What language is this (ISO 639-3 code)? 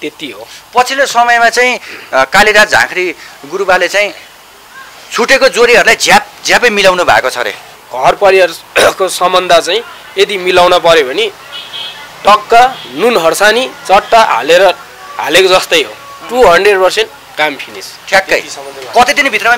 nep